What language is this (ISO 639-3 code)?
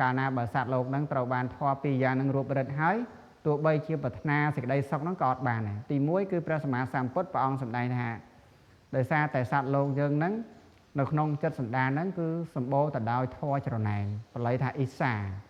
khm